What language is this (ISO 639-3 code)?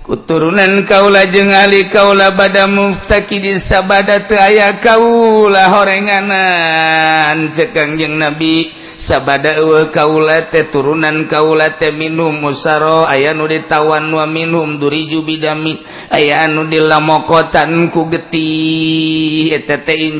sun